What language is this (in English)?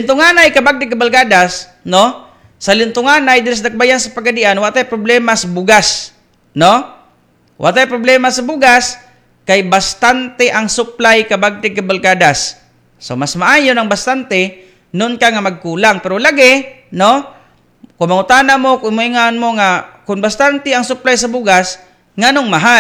Cebuano